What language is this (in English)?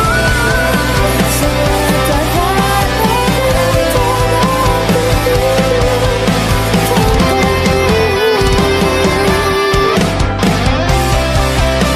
Indonesian